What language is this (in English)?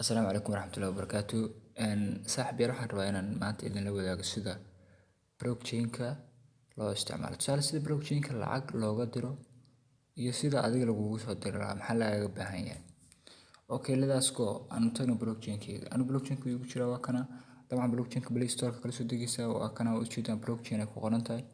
Somali